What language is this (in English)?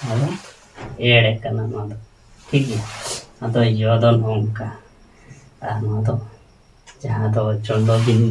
Santali